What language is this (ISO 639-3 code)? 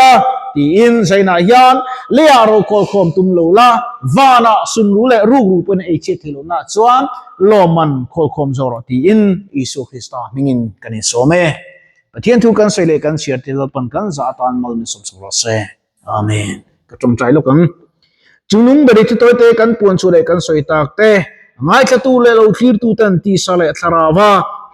lus